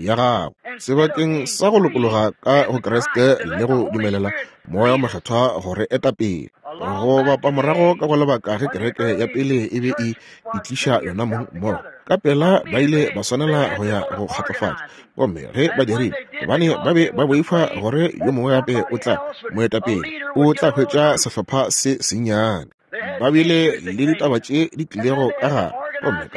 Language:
Northern Sotho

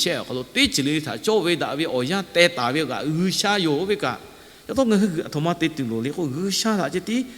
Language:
Lahu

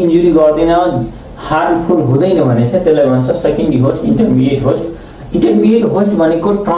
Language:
Nepali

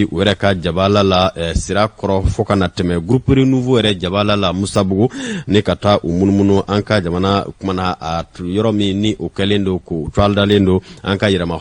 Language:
Bambara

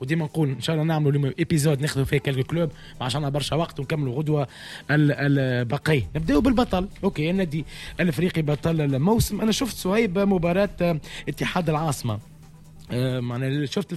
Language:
Tunisian Arabic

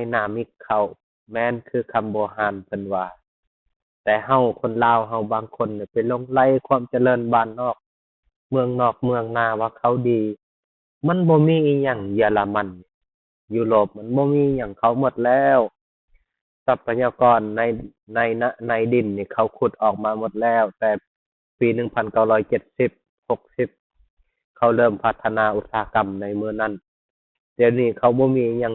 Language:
Lao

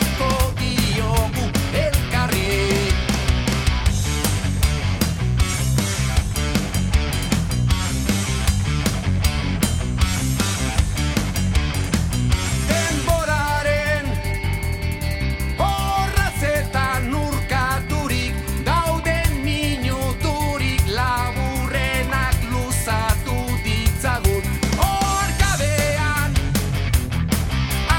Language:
Basque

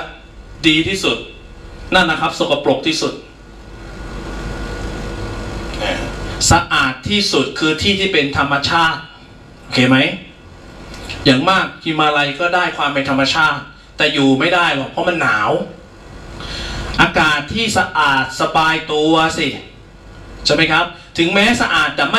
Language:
Thai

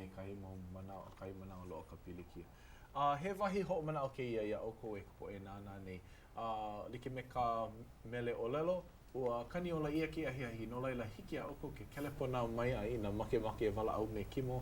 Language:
Hawaiian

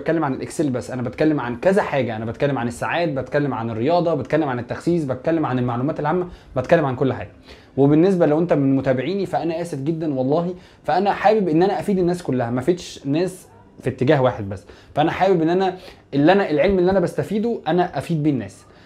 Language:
Egyptian Arabic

